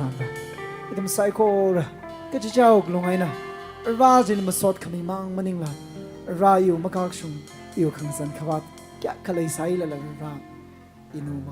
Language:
Tangkhul Naga (India)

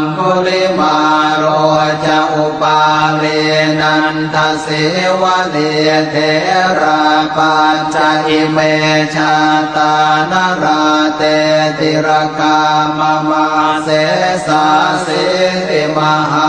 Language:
Pali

